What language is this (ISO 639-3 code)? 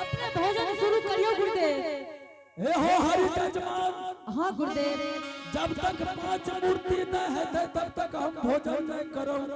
anp